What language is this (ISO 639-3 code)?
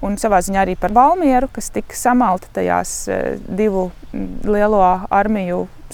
lav